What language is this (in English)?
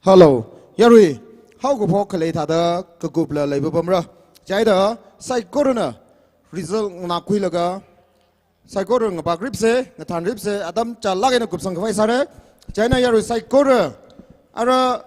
Tangkhul Naga (India)